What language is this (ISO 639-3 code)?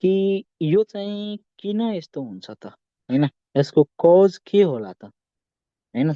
nep